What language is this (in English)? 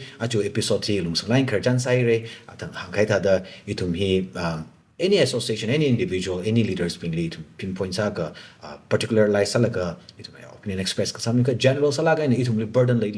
Tangkhul Naga (India)